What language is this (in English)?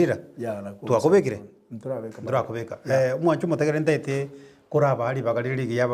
Gusii